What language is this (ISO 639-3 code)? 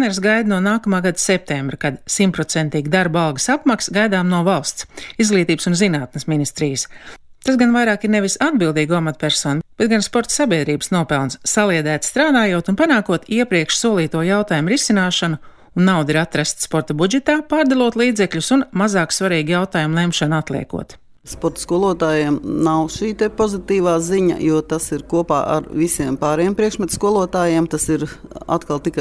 lav